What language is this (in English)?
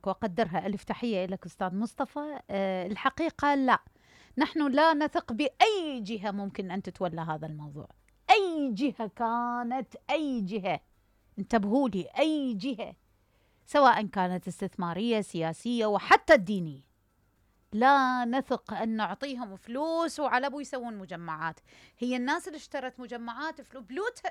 Mesopotamian Arabic